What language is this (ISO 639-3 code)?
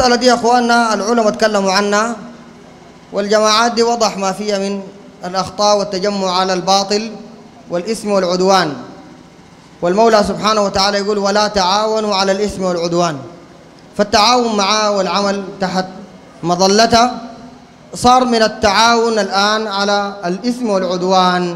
apd